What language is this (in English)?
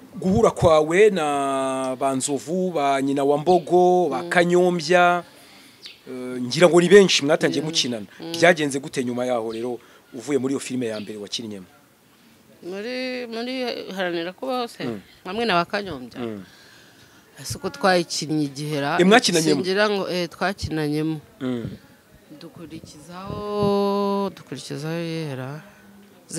Kinyarwanda